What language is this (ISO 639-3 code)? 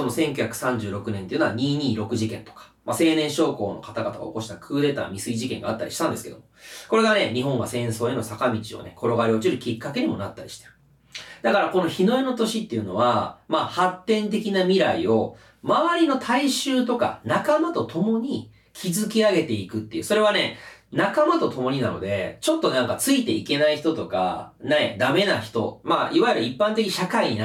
jpn